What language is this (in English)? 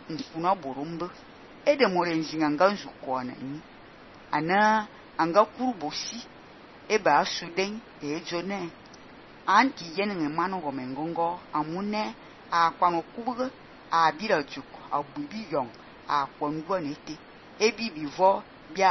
Fang